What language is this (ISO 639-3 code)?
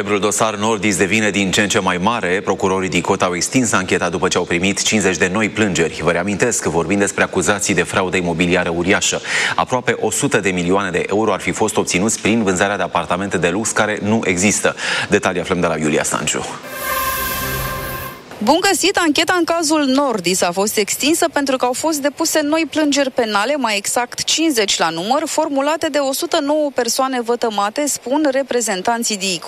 ron